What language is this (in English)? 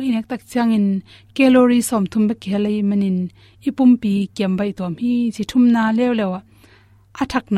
Tedim Chin